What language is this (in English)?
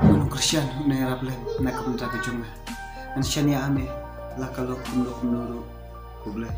Khasi